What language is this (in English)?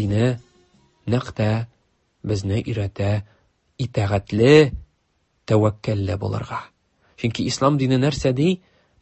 Tatar